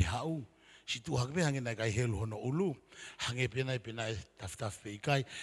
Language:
Tongan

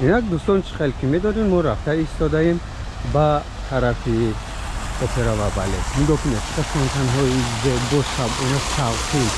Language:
Tajik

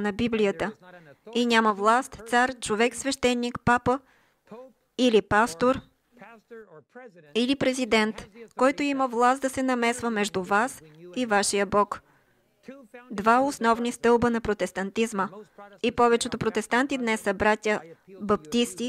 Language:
Bulgarian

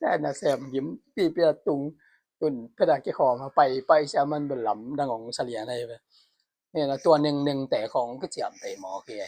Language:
Tedim Chin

